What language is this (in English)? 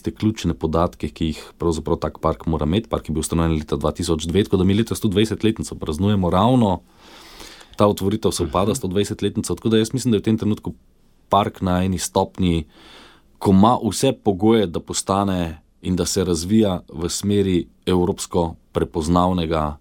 Slovenian